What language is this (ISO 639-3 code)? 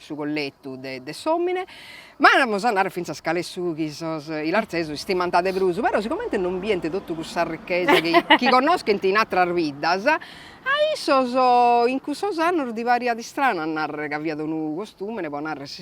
srd